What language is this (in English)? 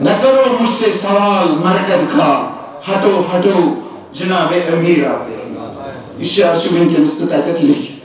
Kashmiri